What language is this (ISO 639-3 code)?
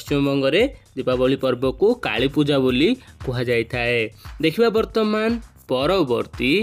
ori